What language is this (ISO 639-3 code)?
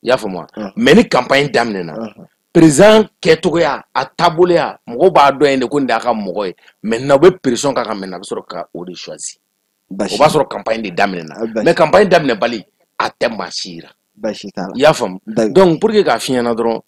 bam